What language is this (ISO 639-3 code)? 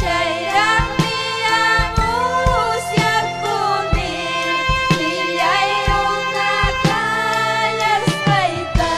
quy